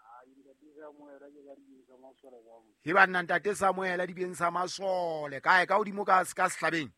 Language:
Southern Sotho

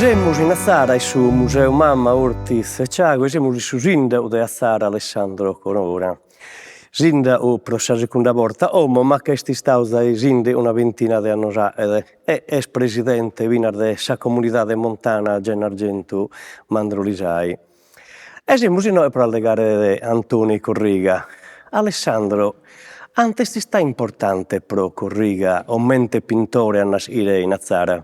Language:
Sardinian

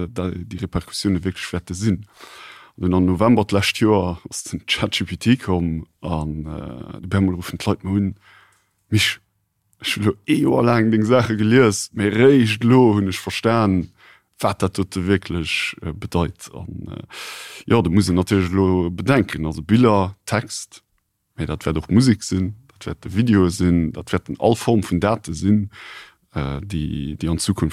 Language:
Luxembourgish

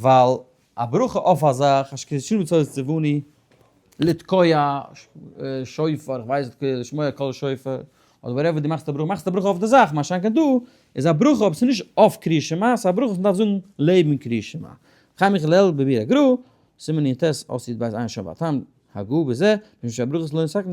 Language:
Yiddish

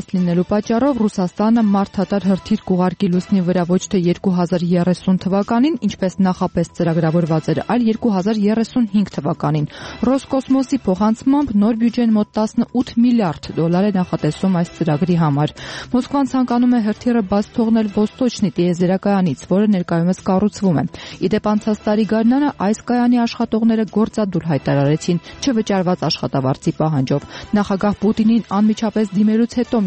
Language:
Armenian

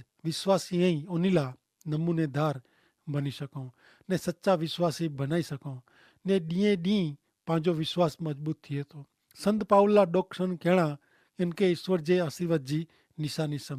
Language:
Kachhi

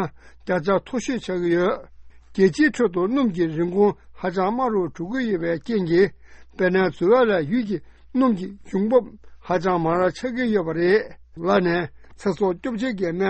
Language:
Tibetan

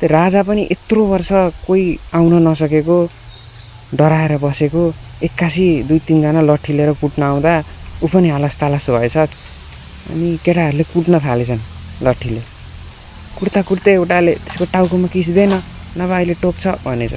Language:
Nepali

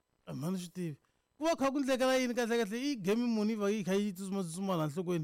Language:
Tsonga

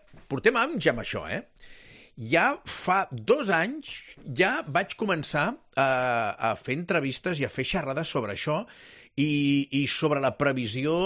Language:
Catalan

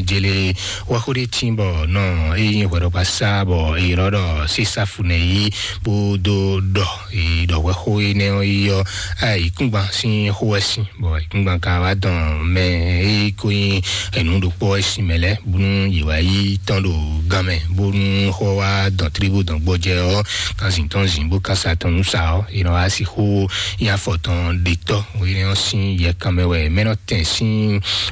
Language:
Fon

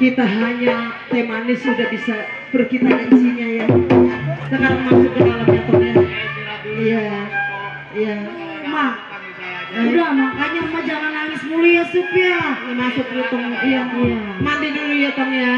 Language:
Betawi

